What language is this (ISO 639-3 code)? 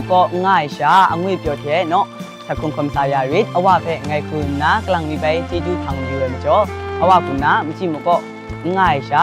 kac